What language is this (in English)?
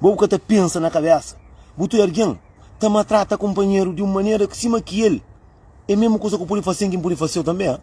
Kabuverdianu